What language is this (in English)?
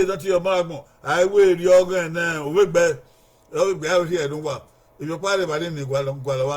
Bini